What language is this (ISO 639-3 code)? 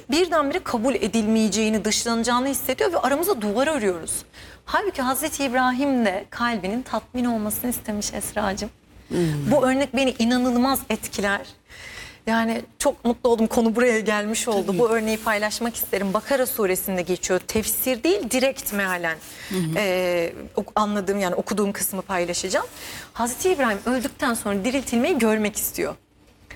tur